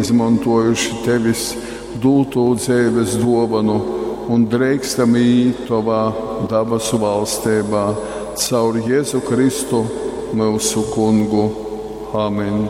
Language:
Latgalian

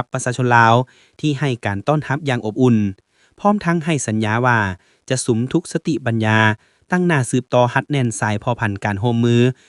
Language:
Lao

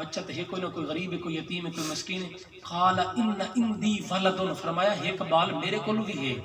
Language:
Saraiki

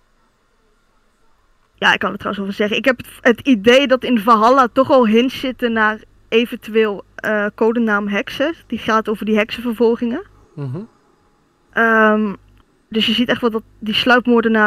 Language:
Dutch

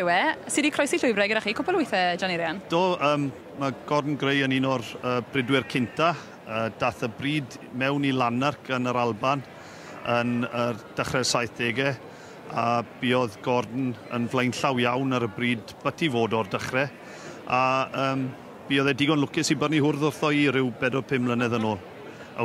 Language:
Welsh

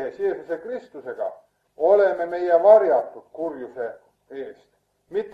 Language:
Estonian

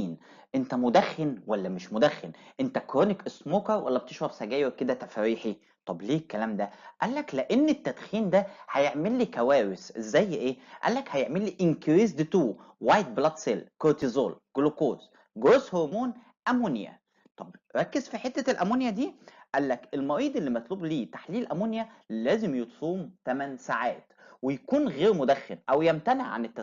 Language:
Egyptian Arabic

